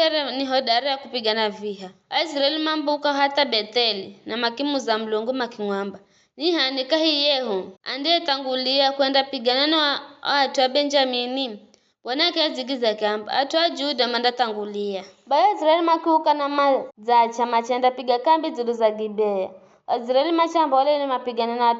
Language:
Giryama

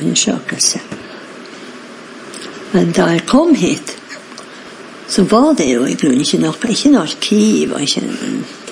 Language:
Norwegian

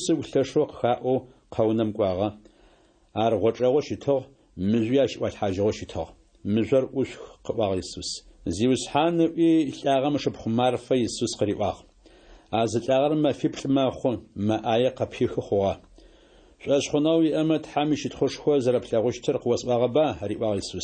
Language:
Adyghe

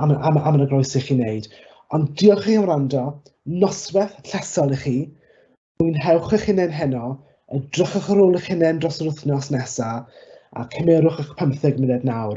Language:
Welsh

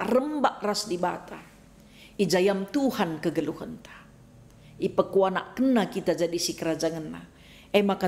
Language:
Batak Karo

